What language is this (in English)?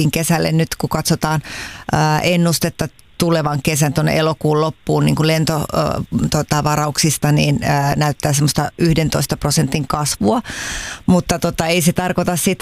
Finnish